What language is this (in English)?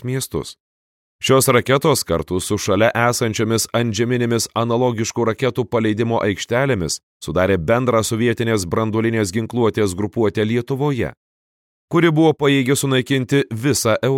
Lithuanian